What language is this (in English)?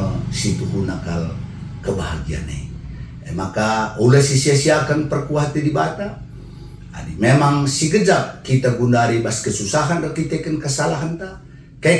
Batak Karo